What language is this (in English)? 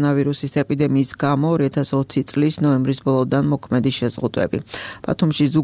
Georgian